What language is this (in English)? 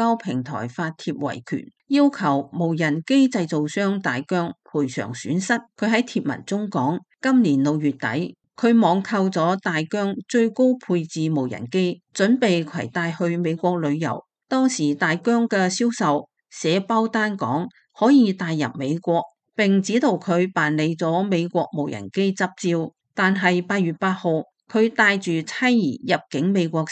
Cantonese